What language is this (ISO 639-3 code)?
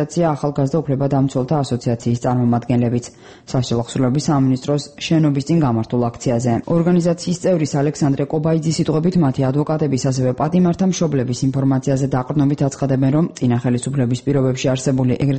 kat